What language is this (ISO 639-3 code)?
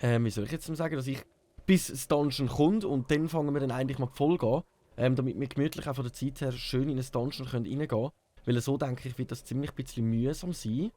gsw